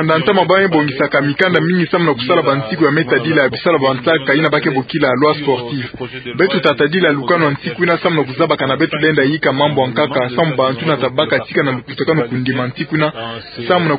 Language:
Kituba (Democratic Republic of Congo)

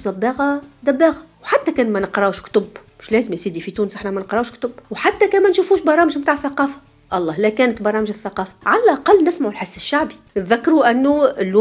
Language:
Tunisian Arabic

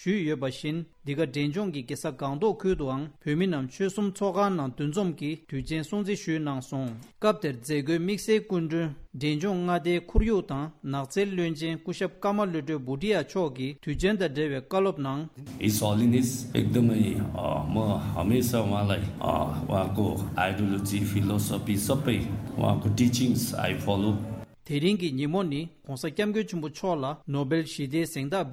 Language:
Tibetan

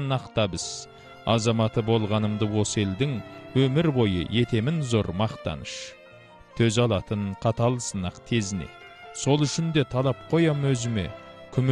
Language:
Kazakh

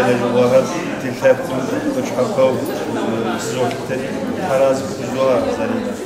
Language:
Kabardian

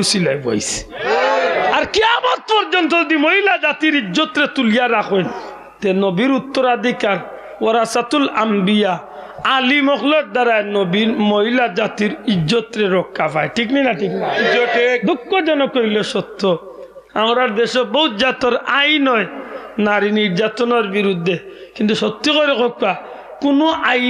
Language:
Sylheti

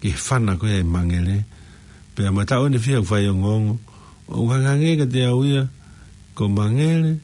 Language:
Tongan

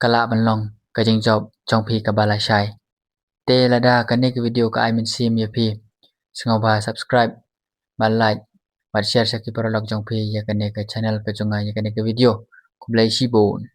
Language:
Khasi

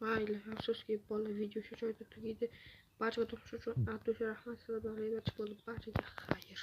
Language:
Uzbek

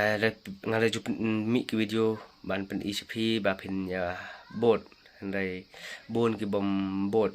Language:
Khasi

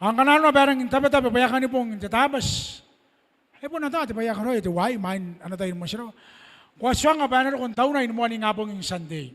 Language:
Gilbertese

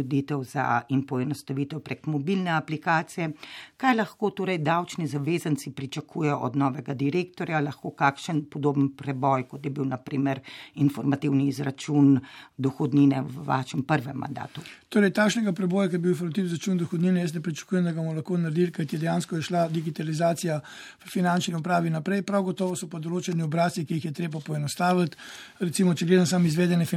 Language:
Slovenian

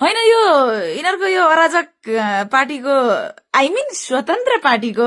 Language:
Nepali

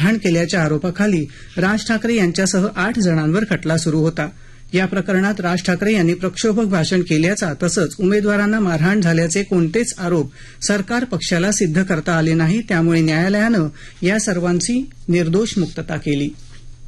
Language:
Marathi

